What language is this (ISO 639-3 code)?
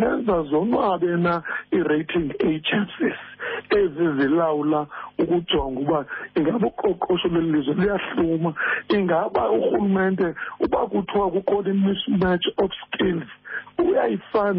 xho